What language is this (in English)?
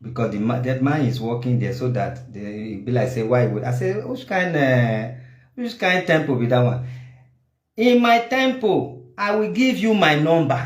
Nigerian Pidgin